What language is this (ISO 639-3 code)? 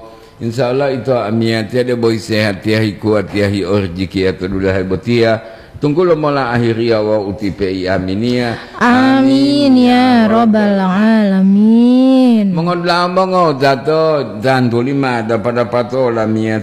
gor